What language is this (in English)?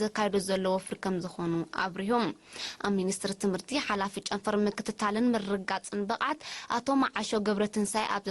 Tigrinya